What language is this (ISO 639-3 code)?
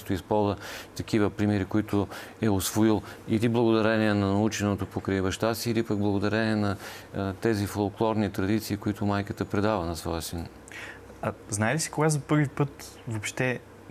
bul